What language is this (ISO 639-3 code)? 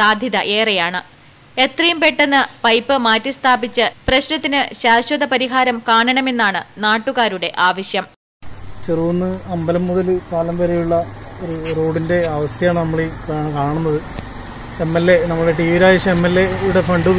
mal